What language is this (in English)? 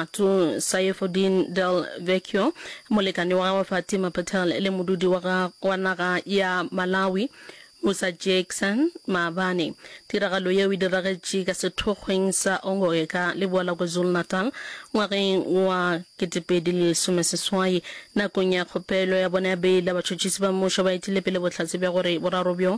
Northern Sotho